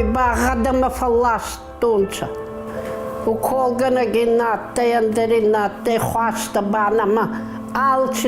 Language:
Ossetic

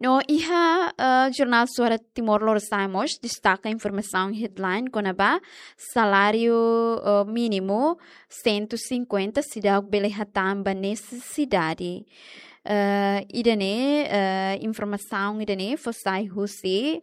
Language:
Tetum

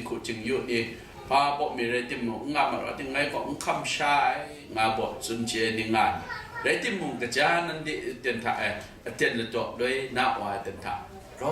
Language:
Kachin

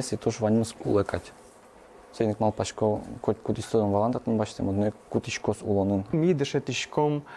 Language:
Udmurt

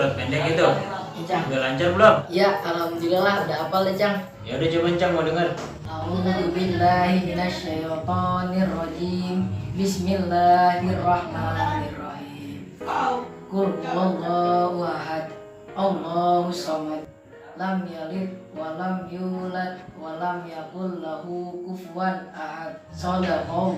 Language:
Betawi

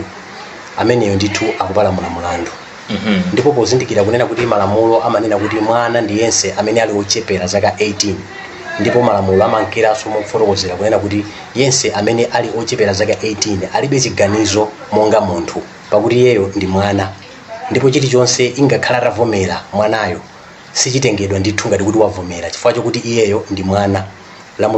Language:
Nyanja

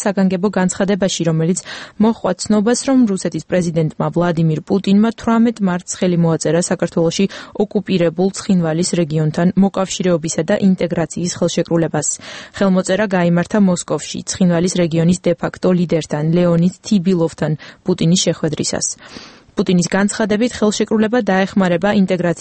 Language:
Georgian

